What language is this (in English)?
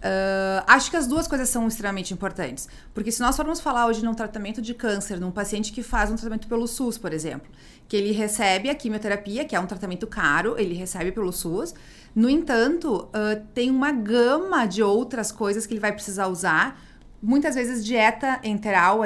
Portuguese